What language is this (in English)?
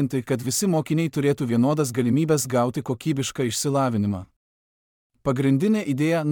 Lithuanian